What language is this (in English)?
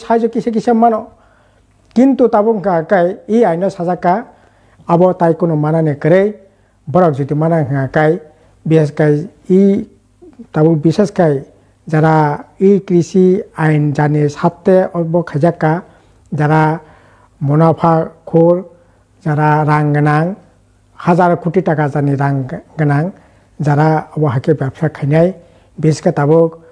Kok Borok